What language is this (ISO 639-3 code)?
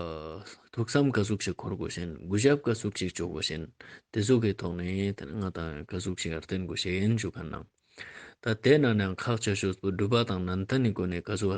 lbj